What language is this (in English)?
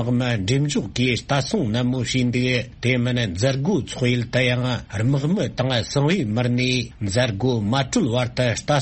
Tibetan